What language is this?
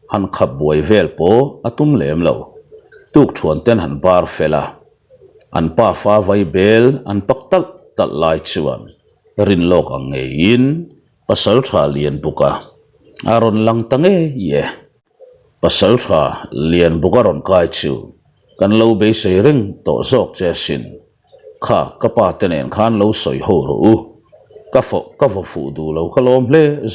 Mizo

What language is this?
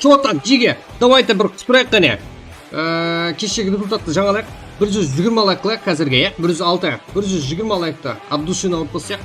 Kara-Kalpak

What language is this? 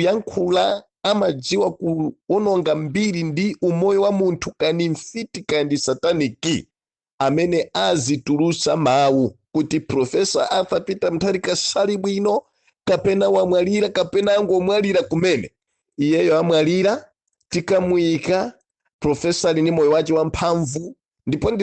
Nyanja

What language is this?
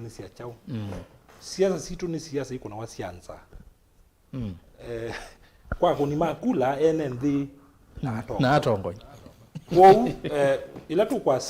Kamba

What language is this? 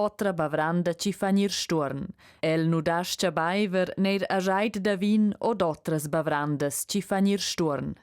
Romansh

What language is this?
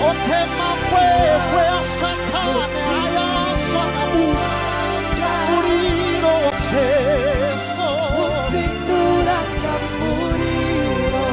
Venda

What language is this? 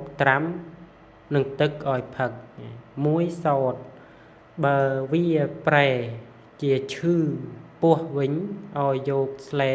Khmer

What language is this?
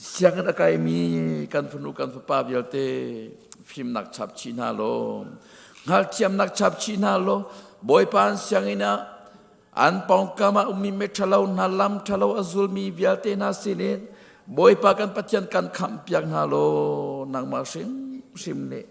Hakha Chin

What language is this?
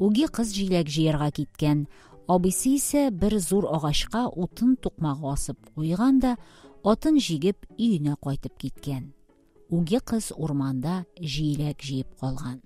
Tatar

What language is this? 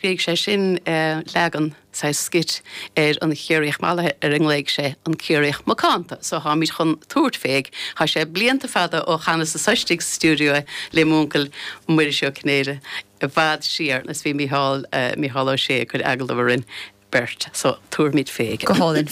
Irish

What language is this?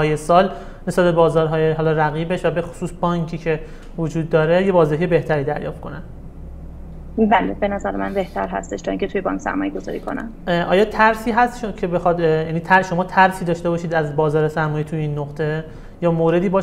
Persian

